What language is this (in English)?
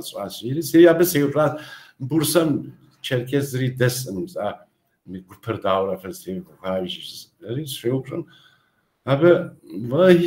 Kabardian